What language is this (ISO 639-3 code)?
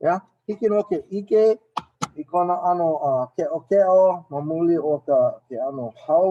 haw